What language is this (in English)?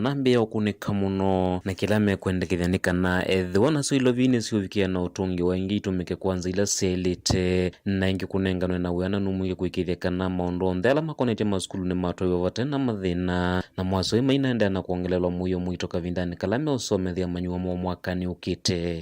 Kamba